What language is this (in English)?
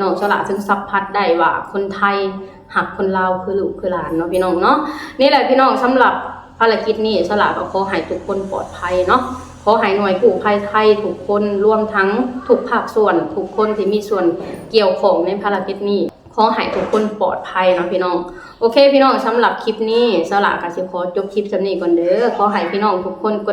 Lao